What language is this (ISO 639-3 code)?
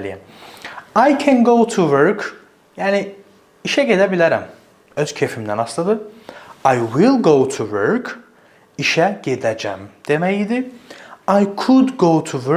aze